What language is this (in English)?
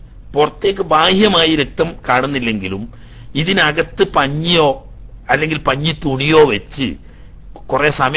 Malayalam